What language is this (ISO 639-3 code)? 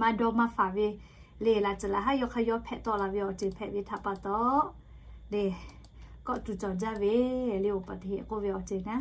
lhu